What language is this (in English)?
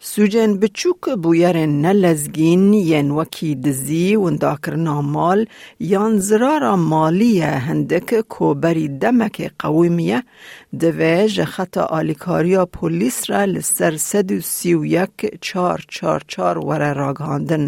Kurdish